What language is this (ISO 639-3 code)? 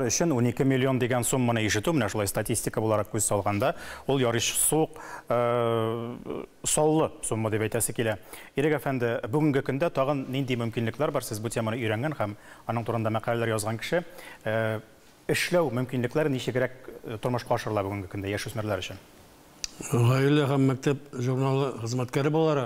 tat